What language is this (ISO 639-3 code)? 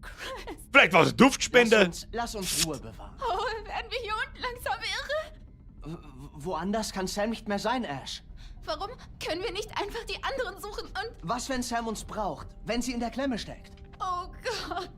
bar